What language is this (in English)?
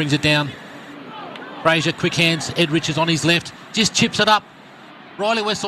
English